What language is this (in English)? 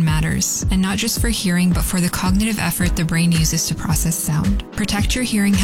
English